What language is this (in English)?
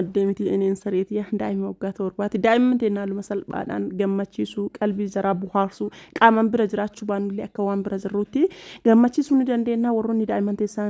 Oromo